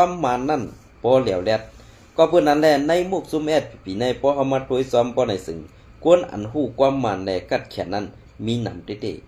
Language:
Shan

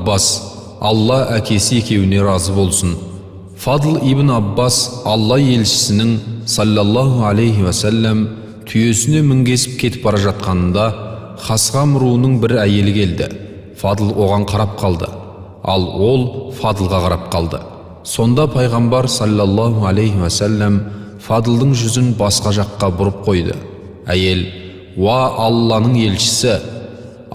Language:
Kazakh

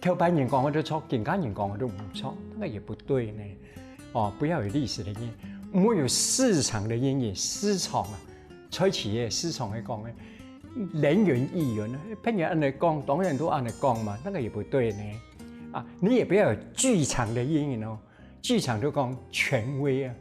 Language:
Hakka Chinese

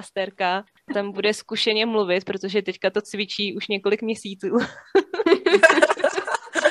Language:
Czech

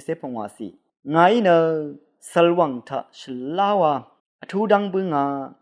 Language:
Rawang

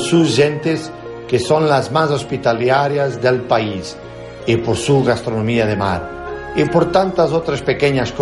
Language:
Spanish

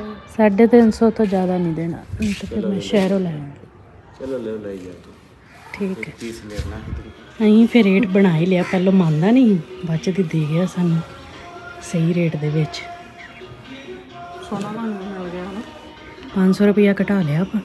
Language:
Punjabi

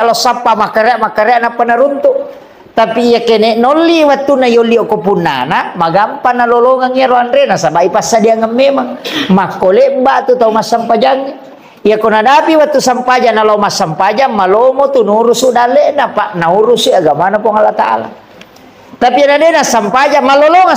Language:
Buginese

